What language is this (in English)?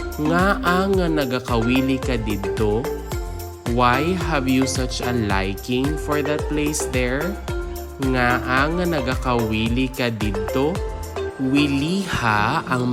Hiligaynon